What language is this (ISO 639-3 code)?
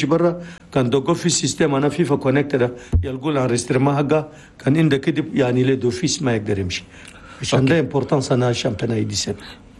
shu